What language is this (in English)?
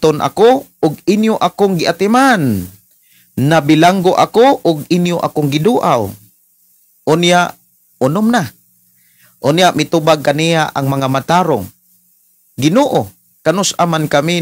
Cebuano